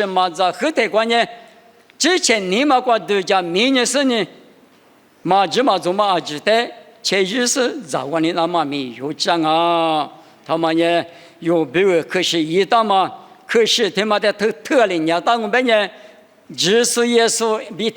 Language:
Lisu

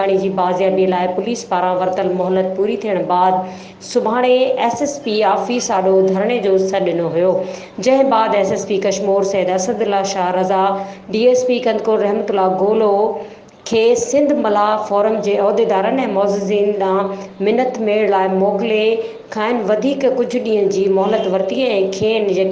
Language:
Sindhi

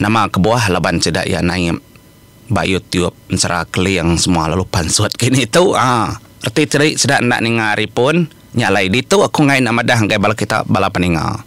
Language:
Iban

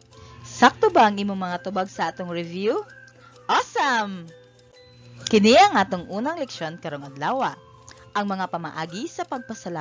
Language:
Cebuano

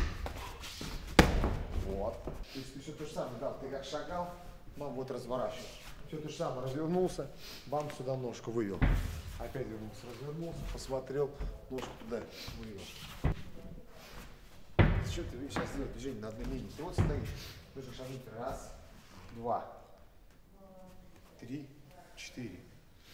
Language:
Russian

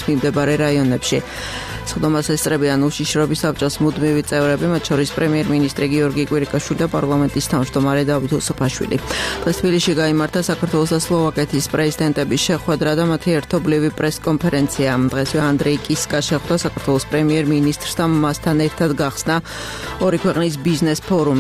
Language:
Georgian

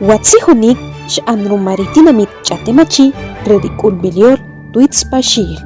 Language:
Achi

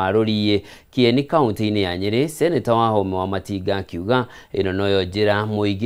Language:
Kikuyu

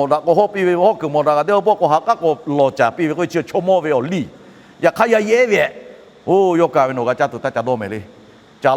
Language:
Lahu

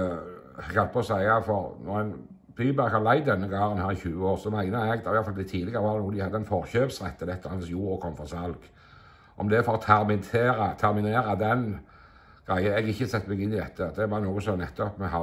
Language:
Norwegian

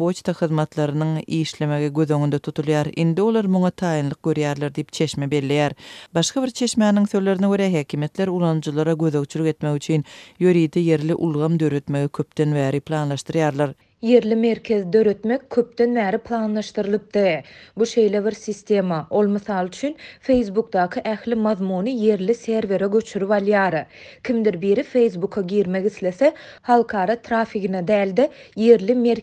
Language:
Turkmen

